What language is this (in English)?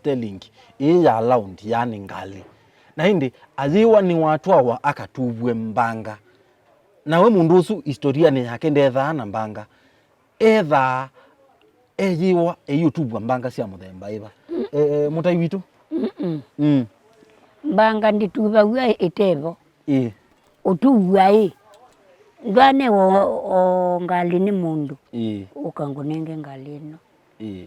Kamba